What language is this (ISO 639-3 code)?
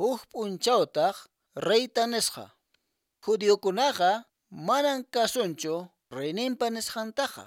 que